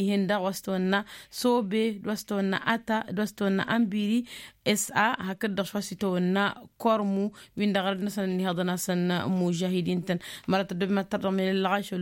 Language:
Tamasheq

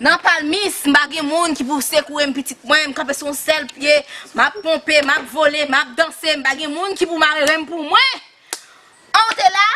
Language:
Haitian Creole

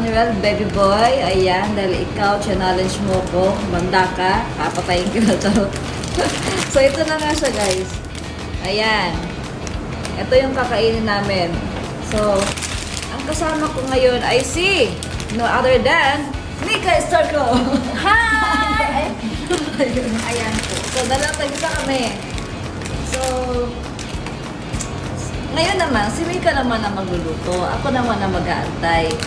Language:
Filipino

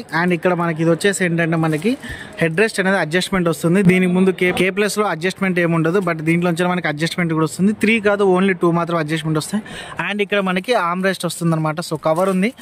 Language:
Telugu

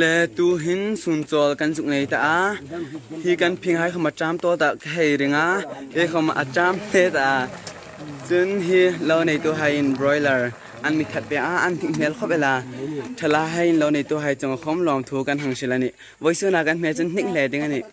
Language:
Hmar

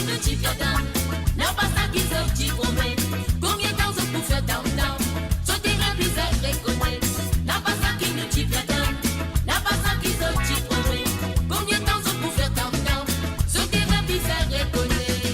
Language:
Morisyen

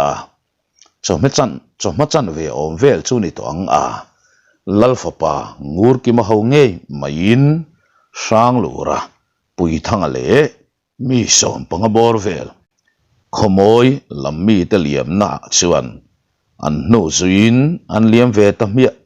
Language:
Mizo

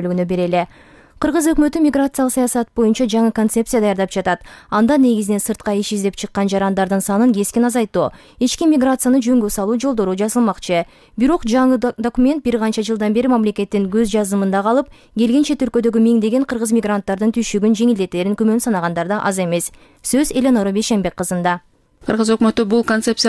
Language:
Kyrgyz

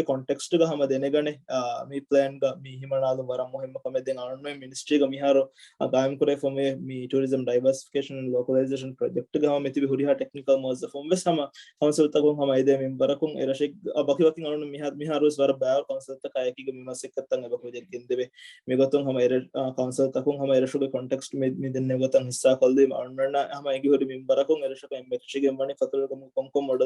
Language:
Divehi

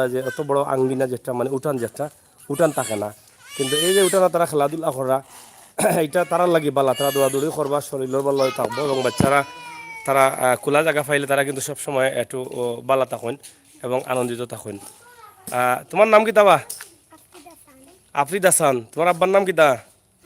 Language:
Sylheti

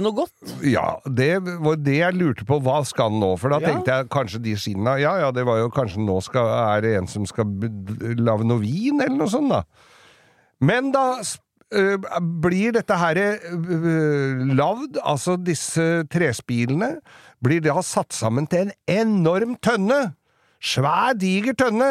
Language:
Norwegian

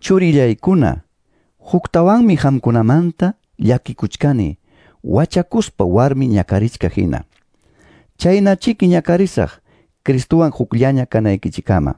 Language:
Quechua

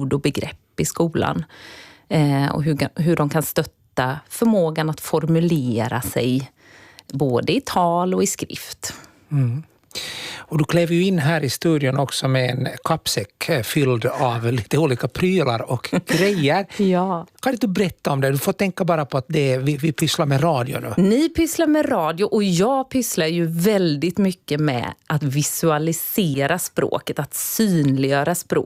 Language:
Swedish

